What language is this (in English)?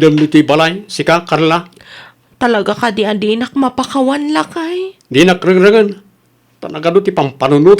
Iloko